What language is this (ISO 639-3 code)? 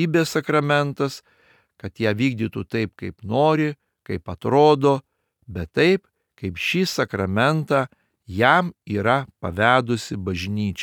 lit